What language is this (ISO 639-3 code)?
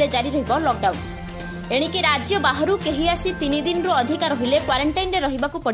ori